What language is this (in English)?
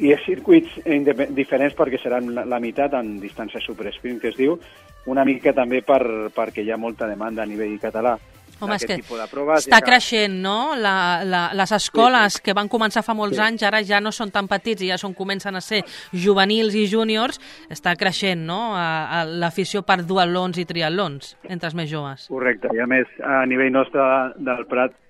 Catalan